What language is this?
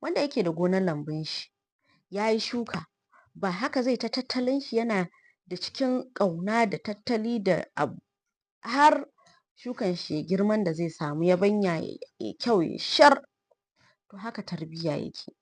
Hausa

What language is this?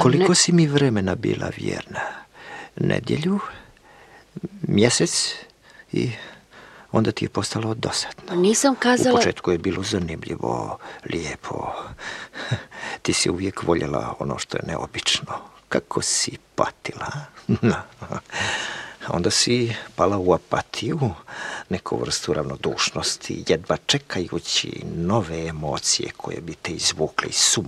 Croatian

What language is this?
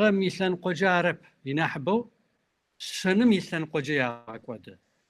Kabardian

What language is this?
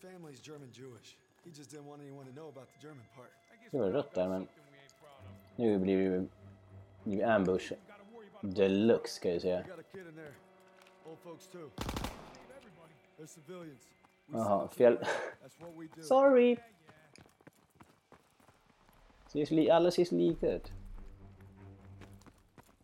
Swedish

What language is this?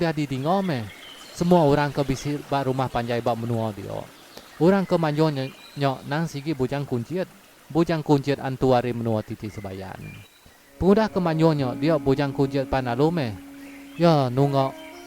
Iban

